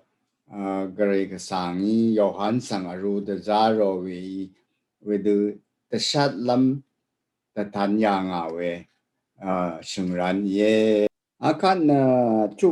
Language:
Rawang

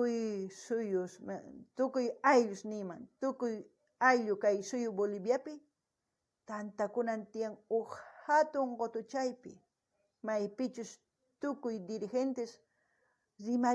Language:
South Bolivian Quechua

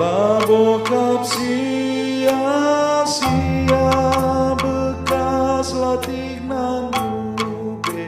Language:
Batak Karo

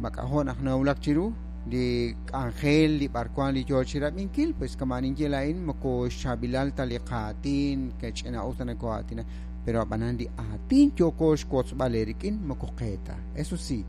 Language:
Kekchí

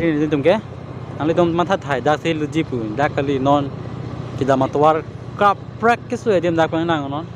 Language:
Karbi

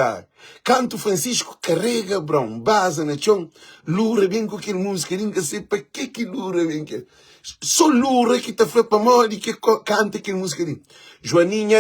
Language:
Kabuverdianu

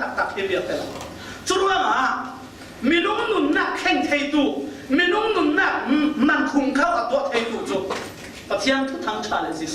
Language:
Falam Chin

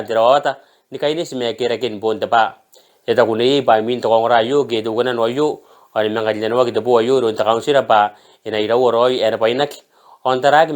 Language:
Gilbertese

